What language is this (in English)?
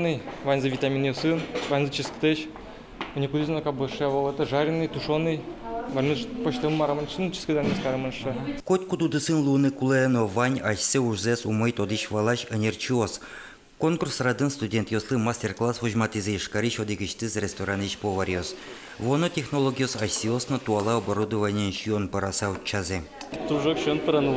Udmurt